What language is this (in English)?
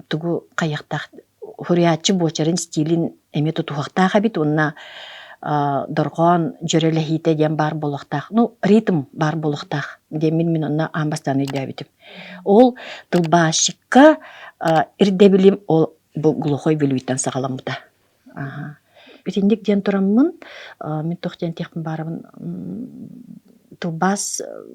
Yakut